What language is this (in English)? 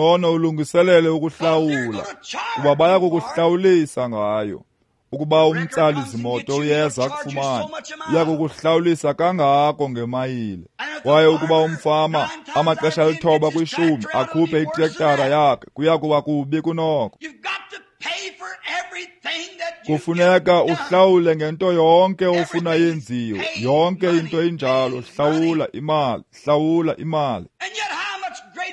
Xhosa